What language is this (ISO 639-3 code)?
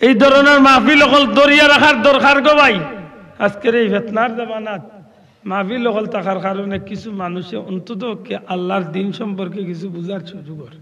syl